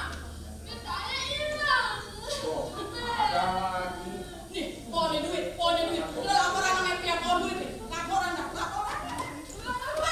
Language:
Betawi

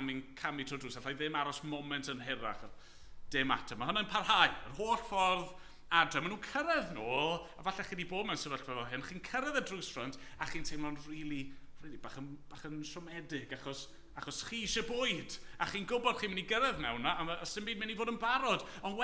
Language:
Welsh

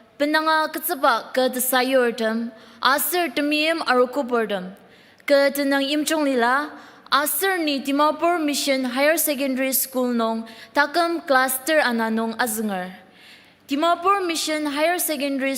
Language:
Ao Naga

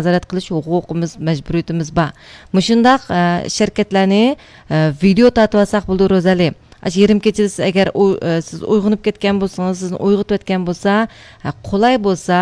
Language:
Uyghur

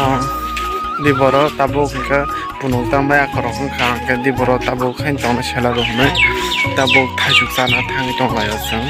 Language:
Kok Borok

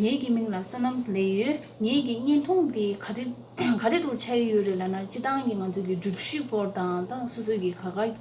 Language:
Tibetan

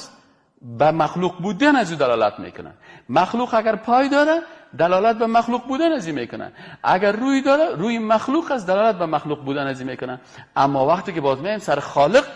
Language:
Persian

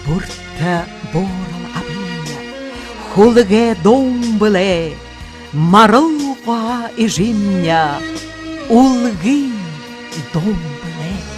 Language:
Buriat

